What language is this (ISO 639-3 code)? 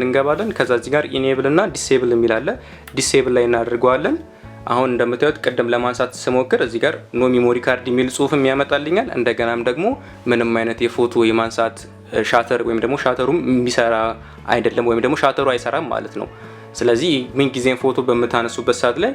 amh